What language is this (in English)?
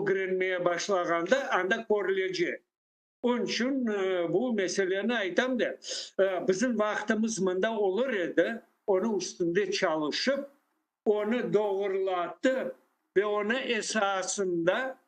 Crimean Tatar